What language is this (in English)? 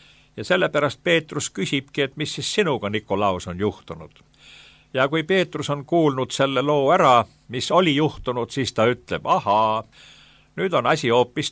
Estonian